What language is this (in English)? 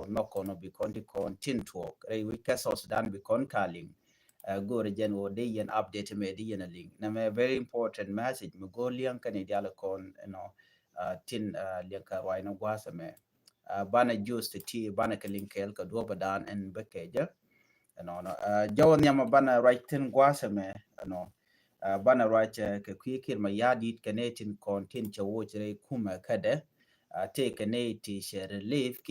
Nuer